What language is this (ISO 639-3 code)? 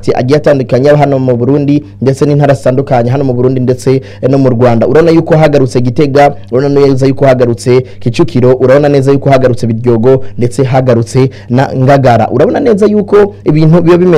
run